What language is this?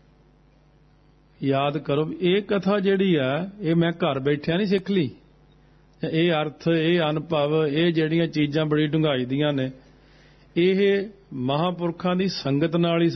Punjabi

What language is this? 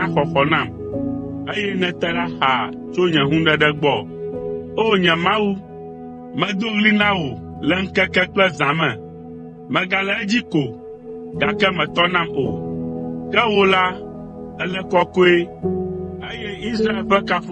Ewe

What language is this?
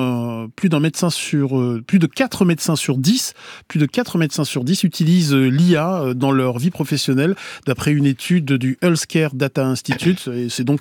French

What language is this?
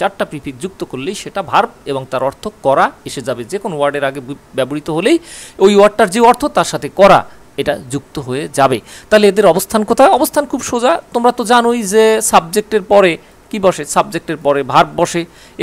Bangla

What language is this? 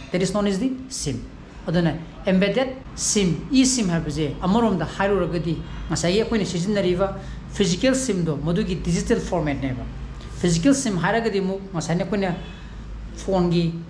Manipuri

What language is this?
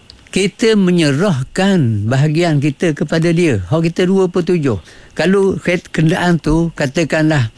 Malay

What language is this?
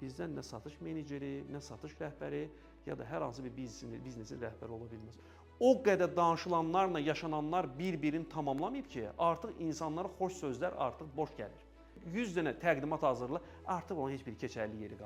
Azerbaijani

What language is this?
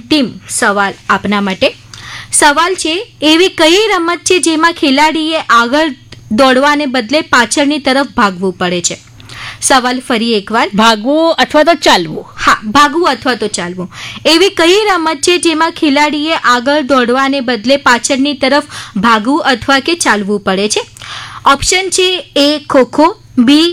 Gujarati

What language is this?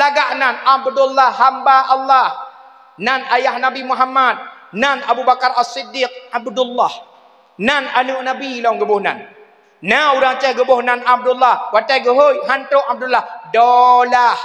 Achinese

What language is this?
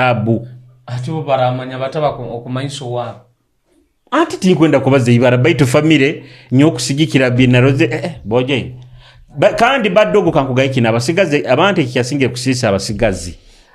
Nyoro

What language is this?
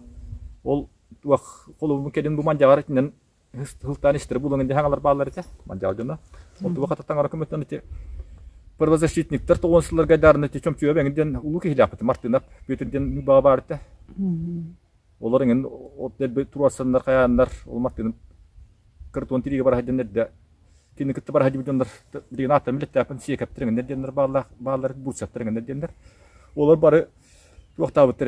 Yakut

